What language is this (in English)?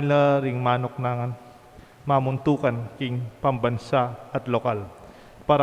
Pampanga